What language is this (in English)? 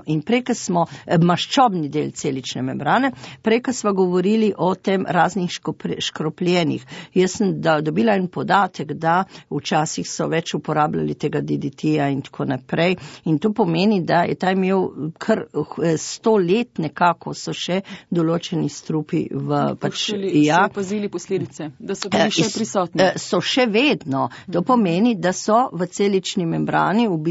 Slovenian